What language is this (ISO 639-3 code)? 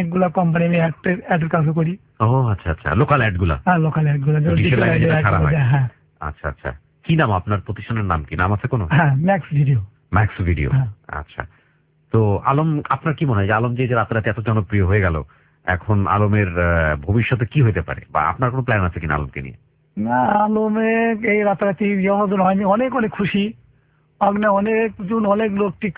ben